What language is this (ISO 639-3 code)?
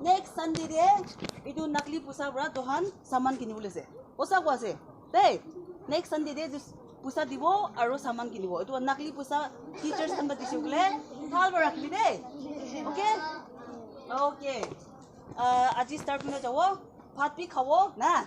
nag